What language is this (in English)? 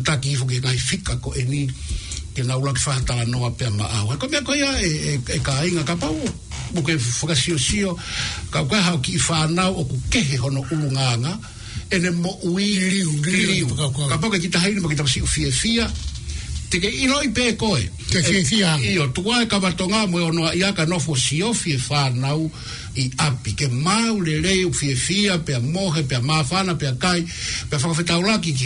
Tongan